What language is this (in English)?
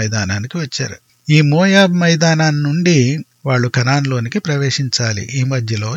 Telugu